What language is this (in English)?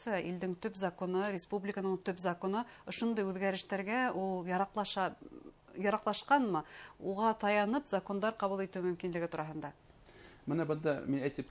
Bashkir